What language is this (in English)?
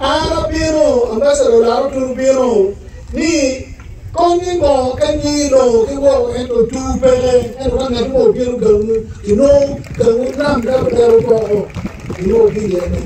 Acoli